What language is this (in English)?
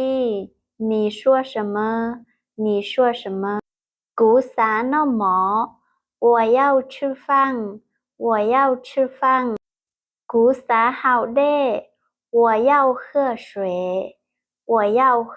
Hmong